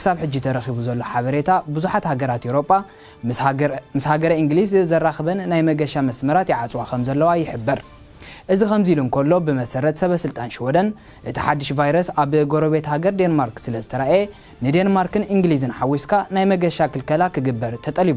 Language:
Tigrinya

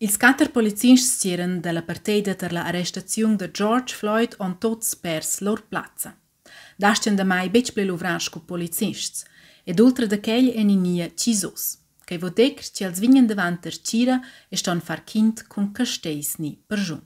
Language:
Romansh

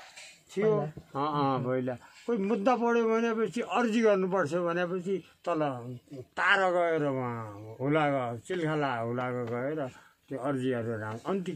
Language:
Nepali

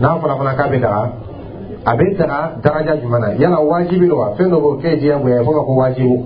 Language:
Dyula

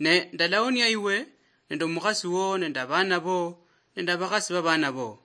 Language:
Luyia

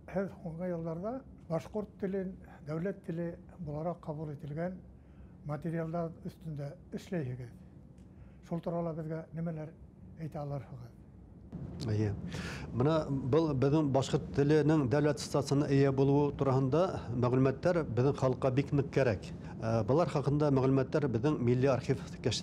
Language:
Bashkir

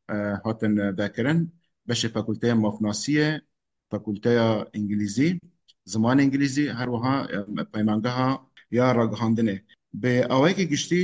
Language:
Kurdish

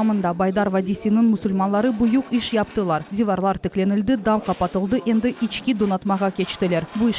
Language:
Crimean Tatar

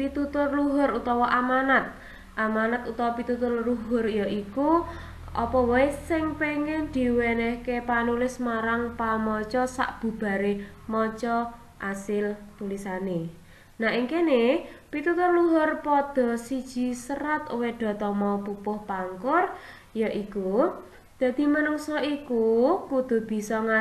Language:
Javanese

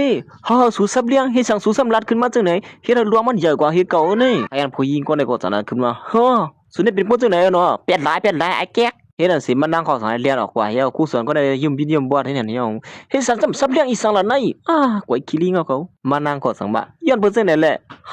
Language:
Shan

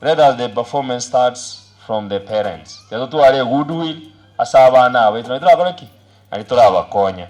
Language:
Gusii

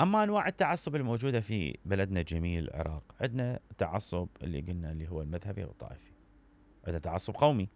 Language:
Mesopotamian Arabic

